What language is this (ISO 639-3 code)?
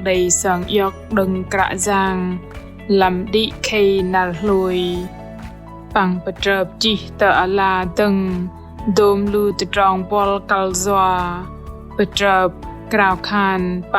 bdq